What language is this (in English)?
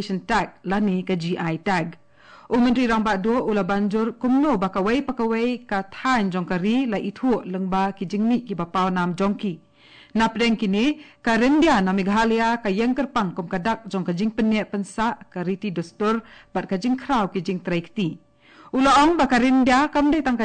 Khasi